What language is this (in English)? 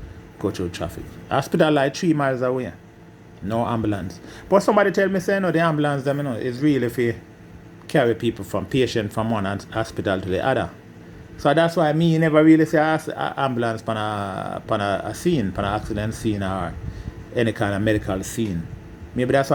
Jamaican Creole English